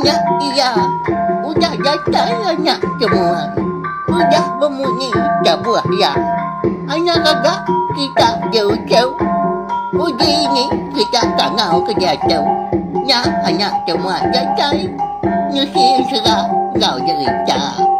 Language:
Iban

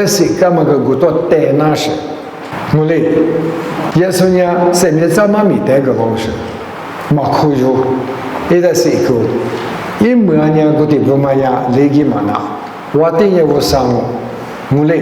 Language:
Lisu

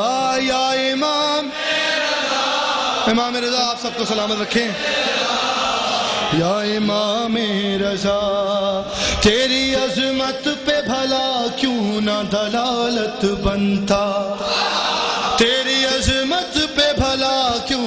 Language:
Urdu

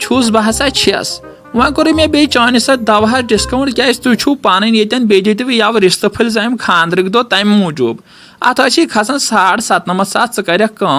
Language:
Kashmiri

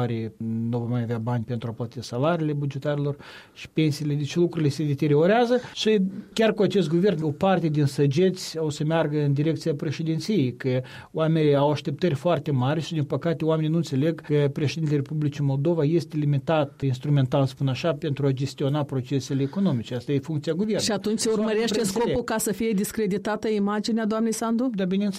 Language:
Romanian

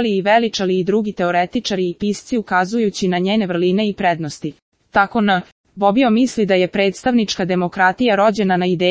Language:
Serbian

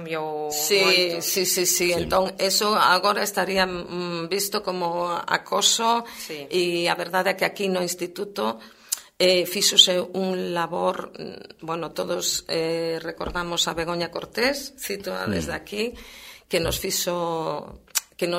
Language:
Galician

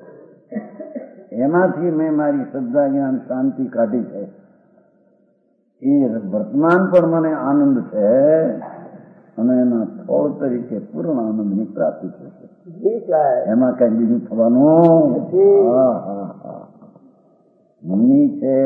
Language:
Gujarati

